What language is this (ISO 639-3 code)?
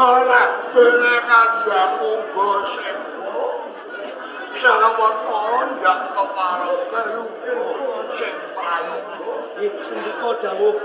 jav